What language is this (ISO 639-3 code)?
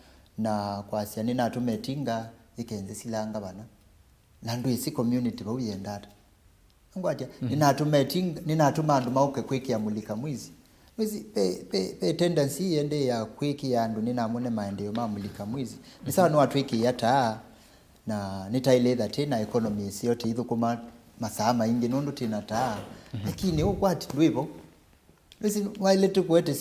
kam